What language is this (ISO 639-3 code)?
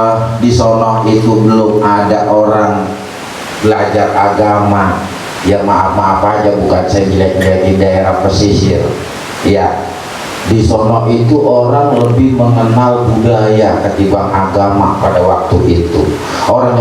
bew